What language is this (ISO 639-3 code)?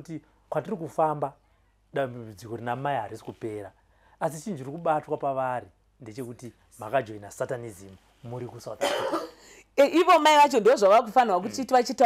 sna